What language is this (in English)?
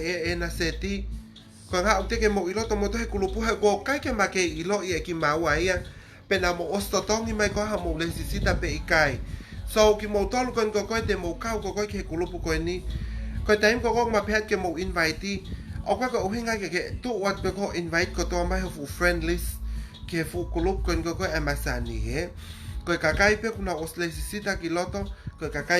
Tongan